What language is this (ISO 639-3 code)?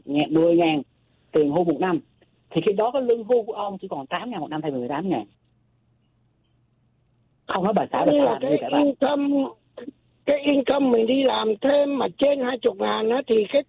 vie